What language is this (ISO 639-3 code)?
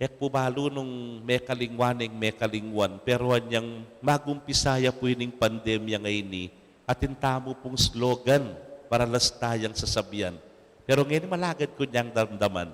pam